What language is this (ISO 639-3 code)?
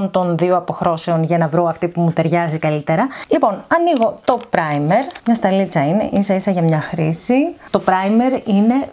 ell